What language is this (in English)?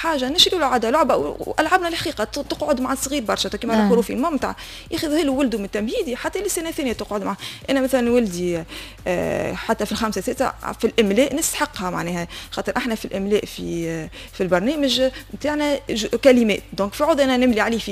Tunisian Arabic